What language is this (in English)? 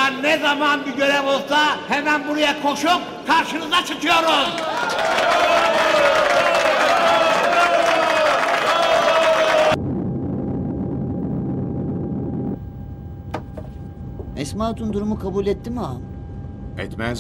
Turkish